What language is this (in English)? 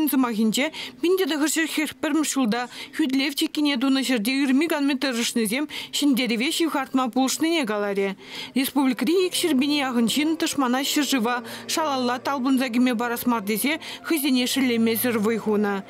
Chuvash